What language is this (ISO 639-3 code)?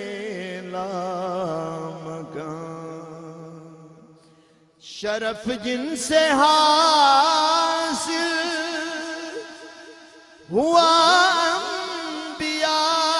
urd